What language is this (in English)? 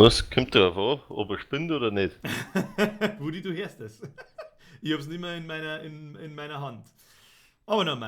Bavarian